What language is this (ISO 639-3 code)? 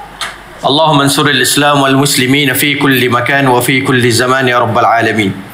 msa